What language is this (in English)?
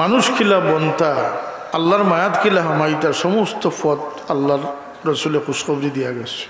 Sylheti